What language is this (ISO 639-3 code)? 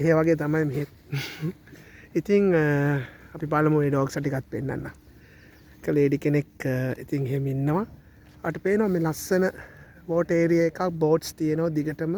sin